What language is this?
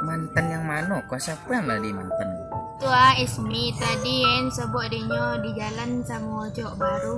Minangkabau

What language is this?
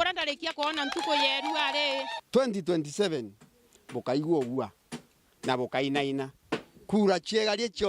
Meru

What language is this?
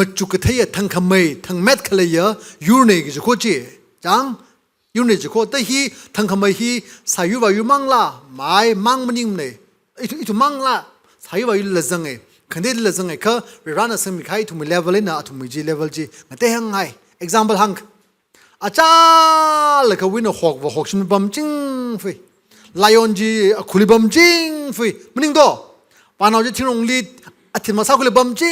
Tangkhul Naga (India)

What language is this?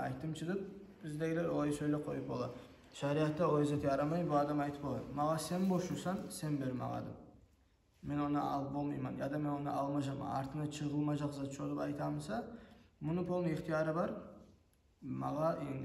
Kumyk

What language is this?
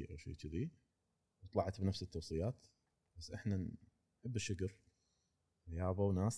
Gulf Arabic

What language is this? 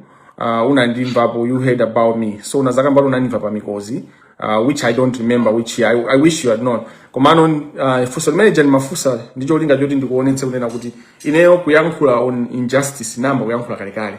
Nyanja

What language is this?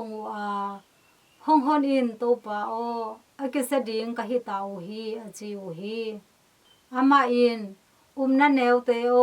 Tedim Chin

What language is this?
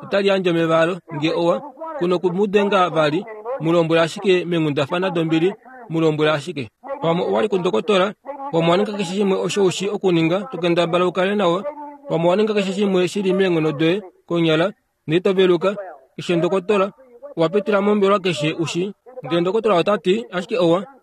Kuanyama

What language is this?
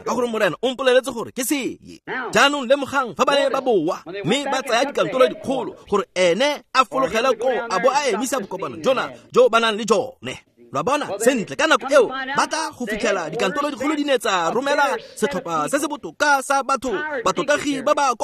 Tswana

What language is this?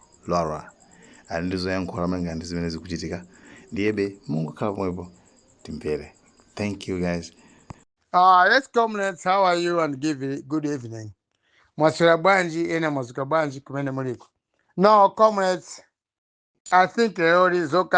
Nyanja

